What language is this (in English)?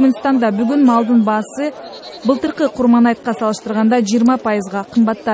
Kyrgyz